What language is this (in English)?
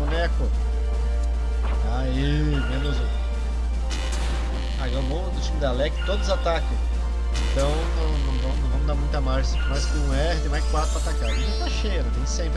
Portuguese